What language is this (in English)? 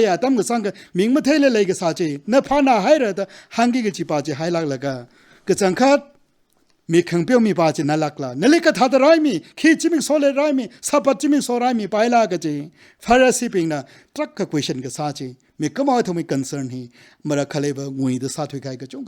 Tangkhul Naga (India)